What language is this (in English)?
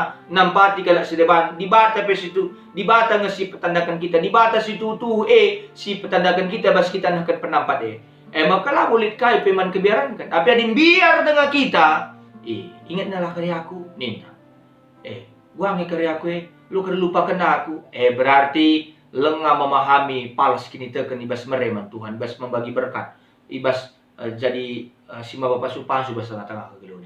Batak Karo